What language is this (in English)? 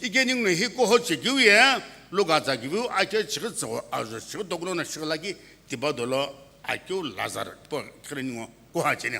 Sumi Naga